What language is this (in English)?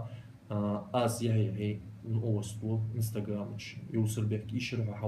Ingush